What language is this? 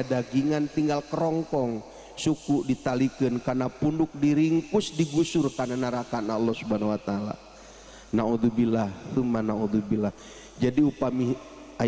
Sundanese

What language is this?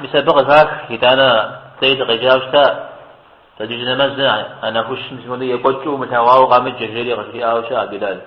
Kabardian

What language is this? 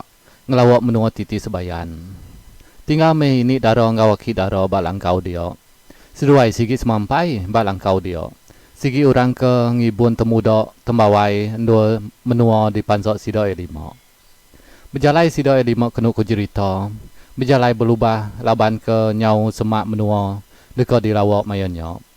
Iban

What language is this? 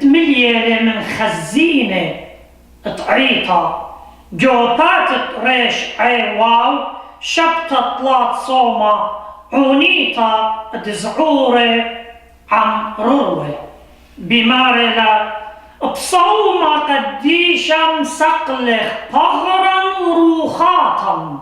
Assyrian Neo-Aramaic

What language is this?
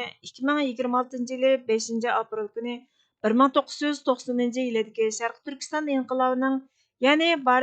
Uyghur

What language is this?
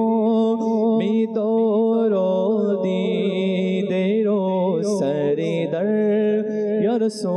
Bangla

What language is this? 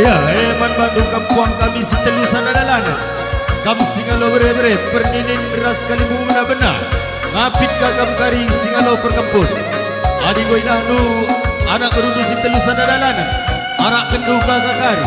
Batak Karo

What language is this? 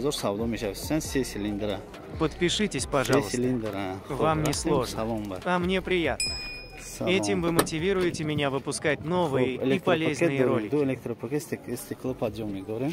Tajik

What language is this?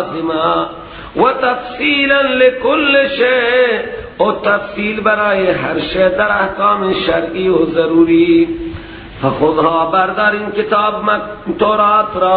Persian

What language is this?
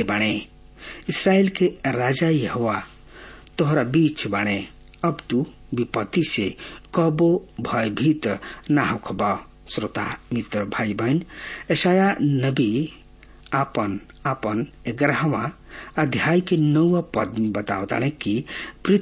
Bhojpuri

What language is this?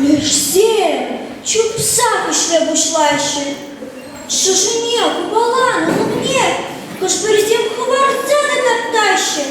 Chuvash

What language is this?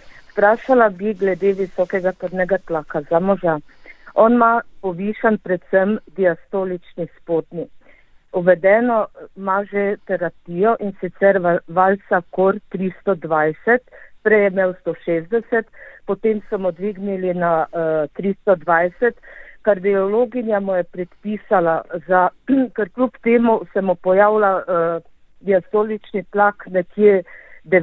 Slovenian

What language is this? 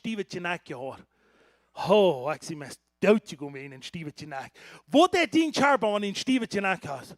Plautdietsch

